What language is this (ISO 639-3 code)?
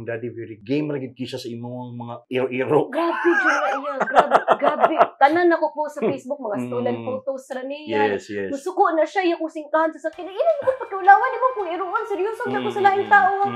ceb